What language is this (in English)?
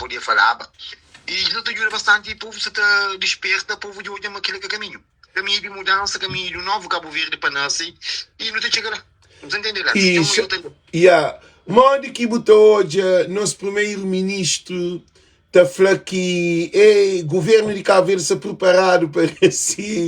Kabuverdianu